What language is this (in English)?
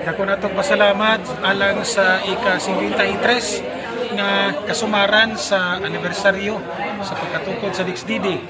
Cebuano